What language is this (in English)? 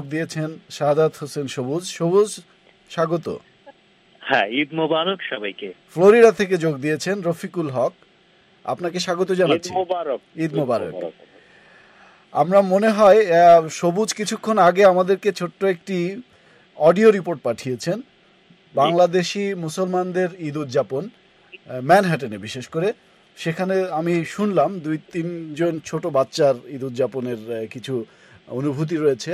Bangla